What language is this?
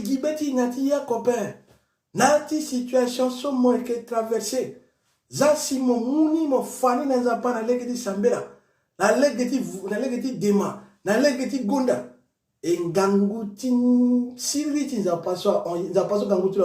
Sango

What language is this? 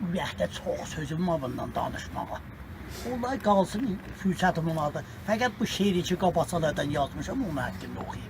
South Azerbaijani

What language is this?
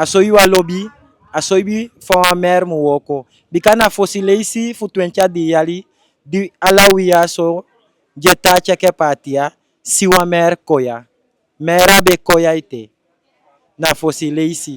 Eastern Maroon Creole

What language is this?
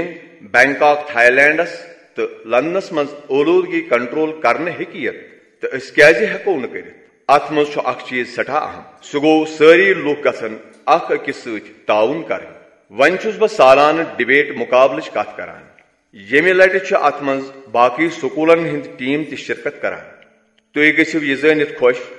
Kashmiri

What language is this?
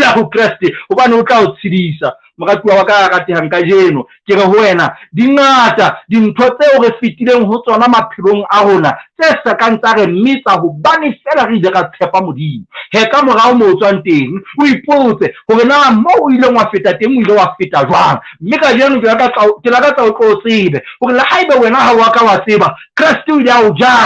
Southern Sotho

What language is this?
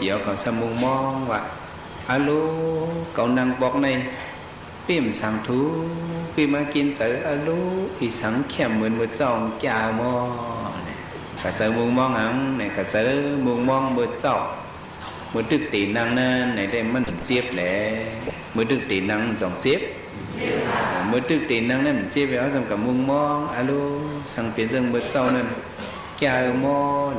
Shan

